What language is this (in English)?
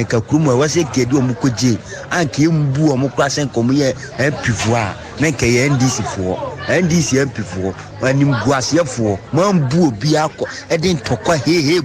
Akan